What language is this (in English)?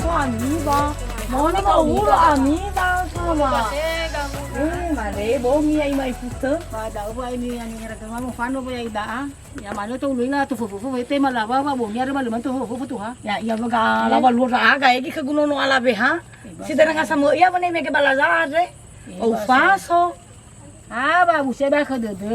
Nias